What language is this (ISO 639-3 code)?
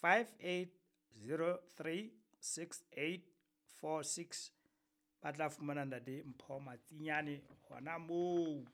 sot